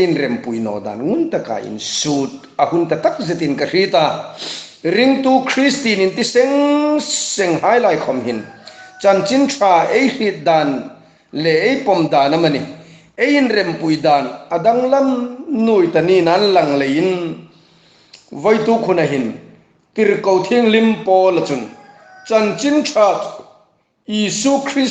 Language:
Hmar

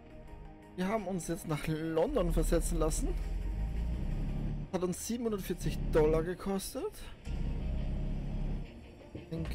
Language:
German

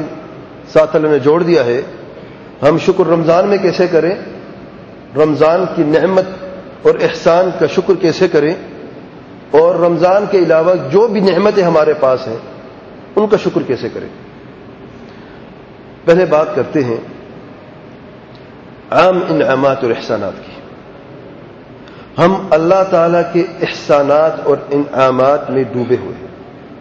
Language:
Urdu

